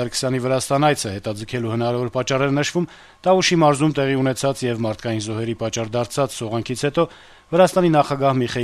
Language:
Armenian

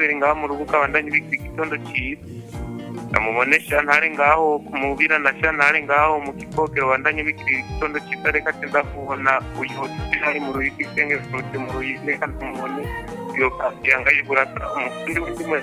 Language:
Rundi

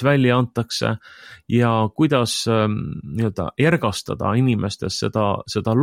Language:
Estonian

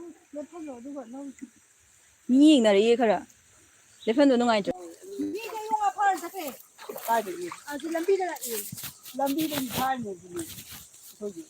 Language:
Manipuri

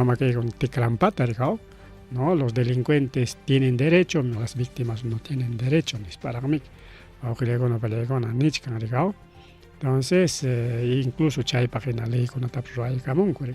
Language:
Ayacucho Quechua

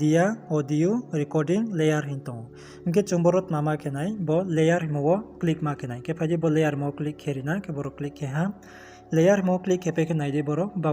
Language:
Riang (India)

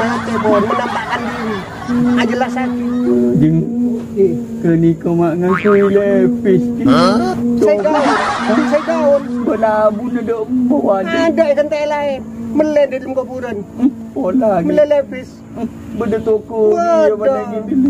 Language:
Madurese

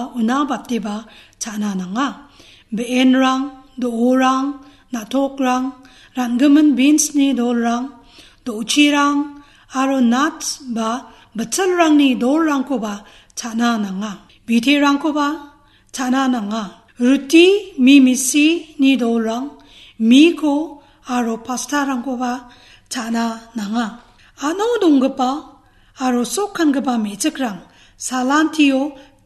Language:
Garo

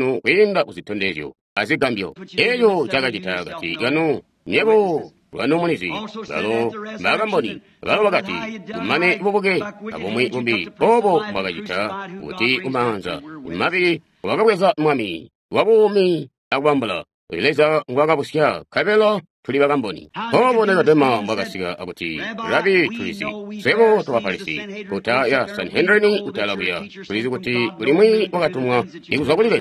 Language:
Tonga (Zambia)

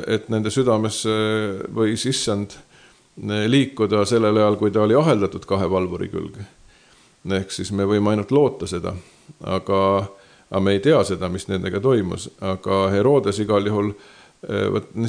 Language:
Estonian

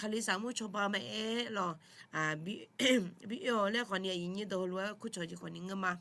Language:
Akha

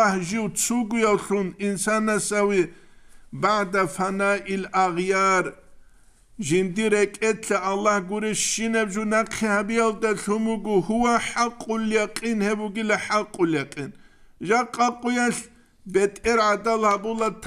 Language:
Avaric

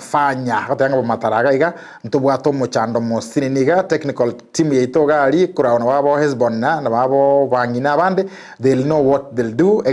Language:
Gusii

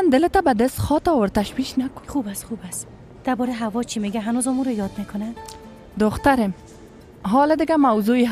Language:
Persian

